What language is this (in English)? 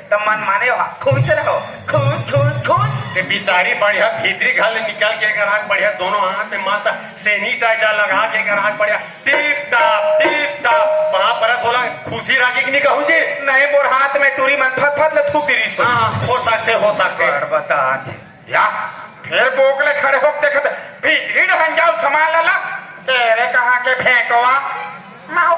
Chhattisgarhi